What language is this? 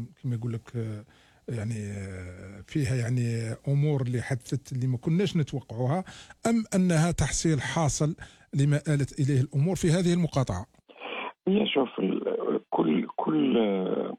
Algerian Arabic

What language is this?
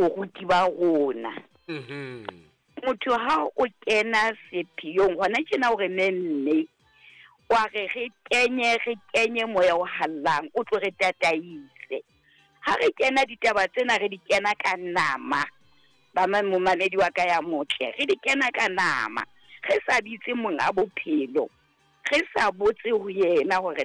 Southern Sotho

